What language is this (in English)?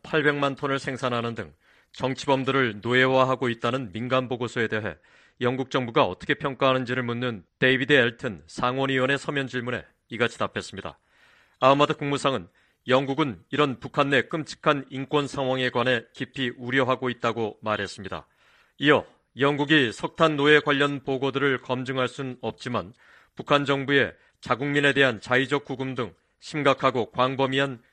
Korean